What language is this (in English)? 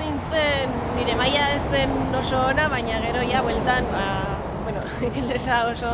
Basque